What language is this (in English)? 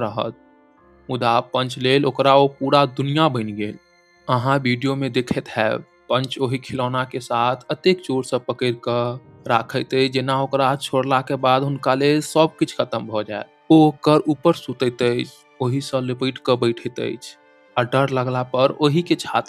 Maithili